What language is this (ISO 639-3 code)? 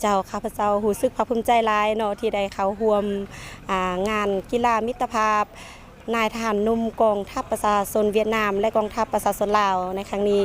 lao